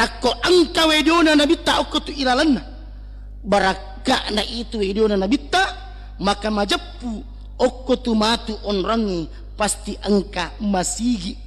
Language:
Buginese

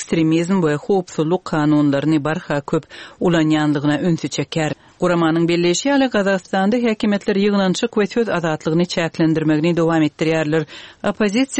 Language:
Turkmen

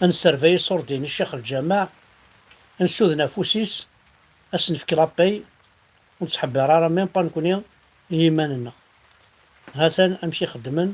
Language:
Kabyle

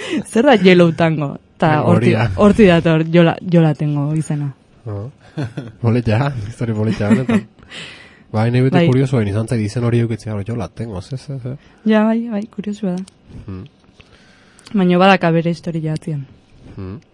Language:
Basque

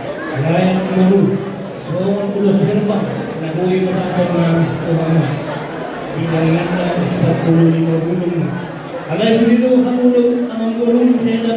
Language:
Batak Toba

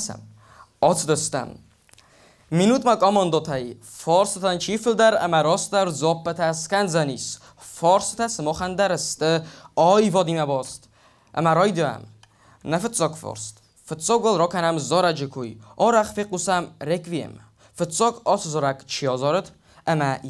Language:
Ossetic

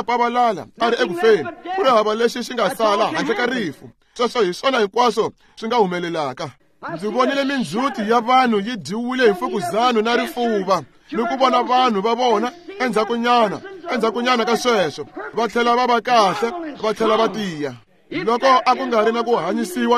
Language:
Tsonga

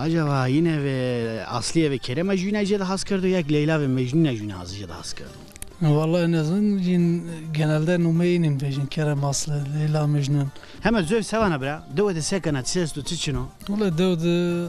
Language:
Zaza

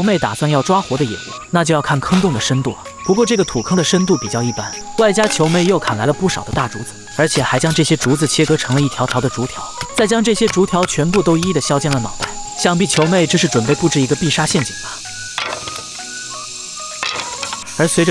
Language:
Chinese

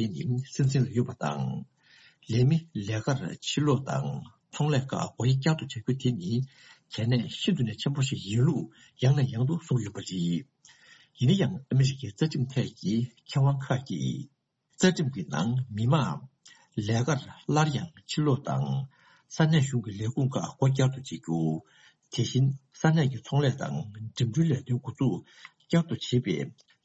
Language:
Tibetan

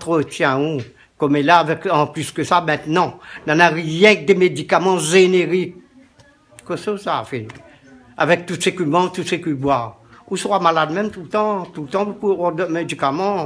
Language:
Réunion Creole French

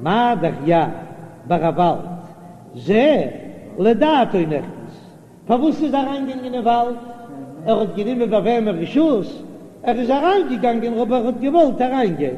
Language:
Yiddish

